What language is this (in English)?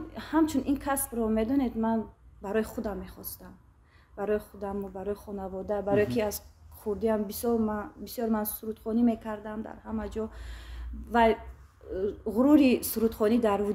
Tajik